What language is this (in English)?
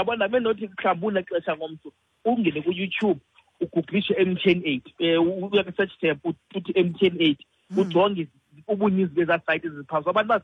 Xhosa